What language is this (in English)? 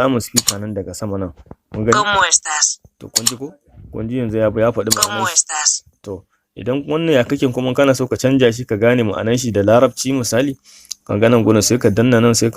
Hausa